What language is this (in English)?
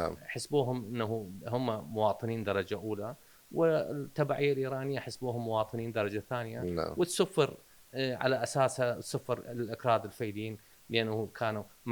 Mesopotamian Arabic